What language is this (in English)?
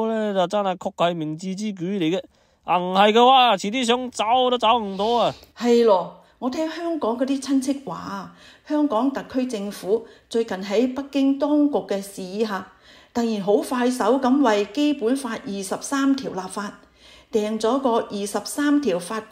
Cantonese